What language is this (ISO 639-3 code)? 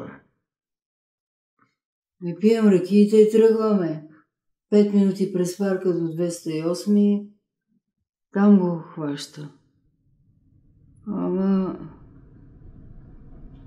bul